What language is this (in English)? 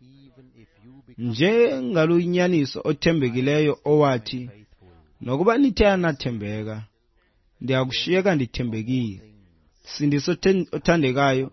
Xhosa